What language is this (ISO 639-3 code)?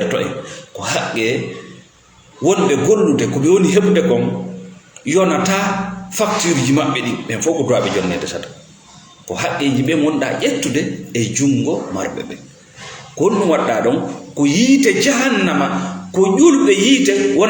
ful